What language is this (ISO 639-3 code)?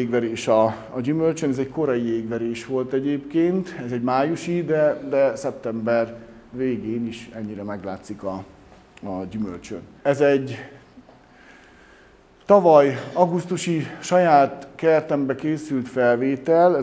hun